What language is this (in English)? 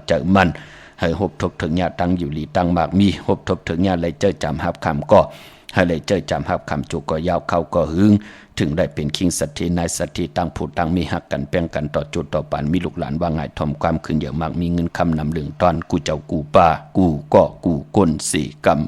Shan